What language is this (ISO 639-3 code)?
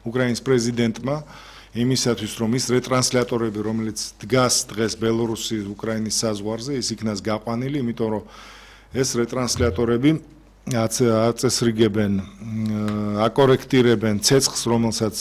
kat